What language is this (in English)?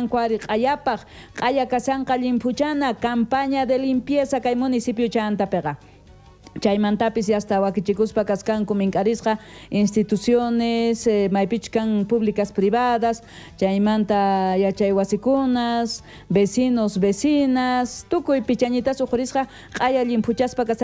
South Bolivian Quechua